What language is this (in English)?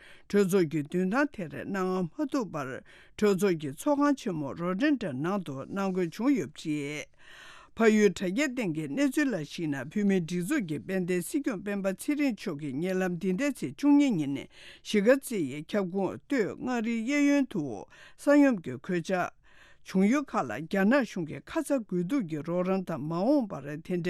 Tibetan